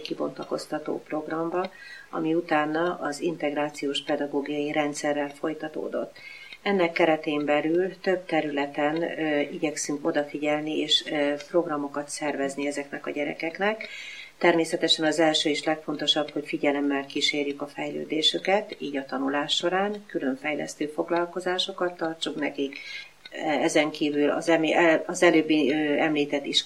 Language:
Hungarian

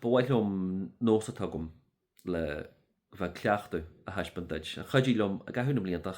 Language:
Irish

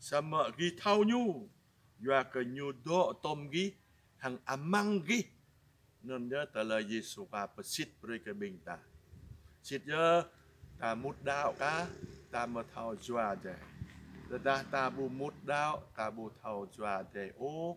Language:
Jarai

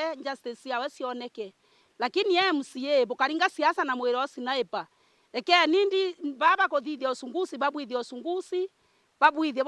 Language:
Meru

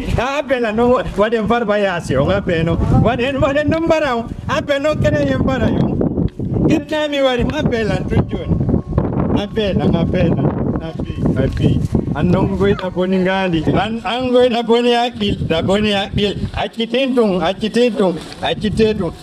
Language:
Fula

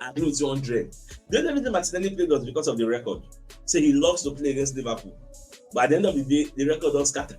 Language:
Nigerian Pidgin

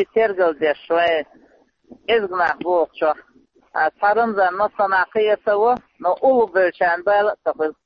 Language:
Chechen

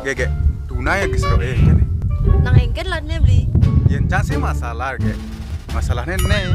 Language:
Balinese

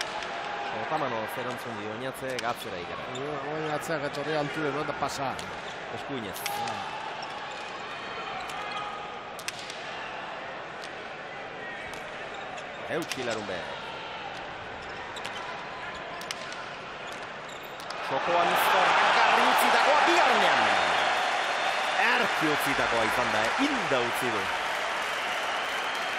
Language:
Basque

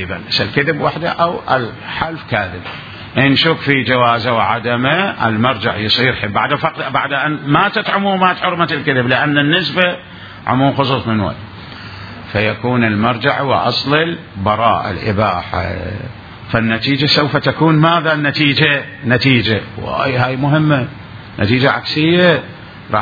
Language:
Mesopotamian Arabic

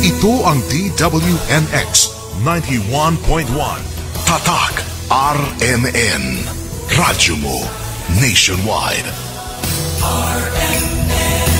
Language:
Bikol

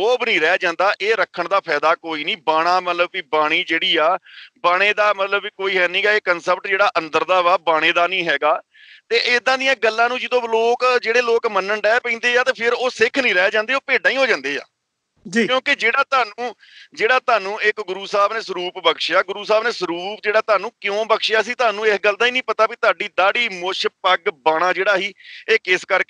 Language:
Punjabi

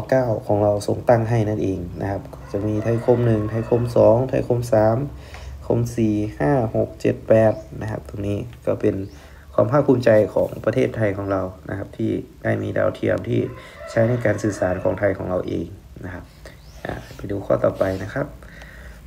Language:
Thai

